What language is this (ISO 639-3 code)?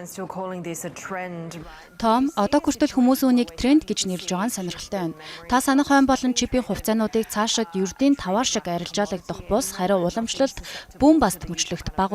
mon